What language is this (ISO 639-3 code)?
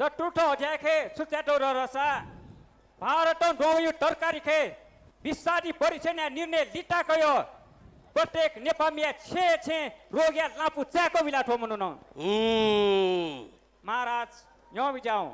new